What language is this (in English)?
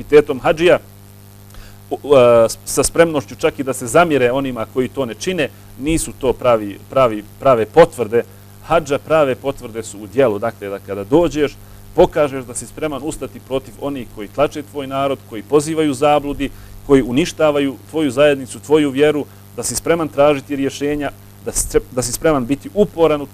Bosnian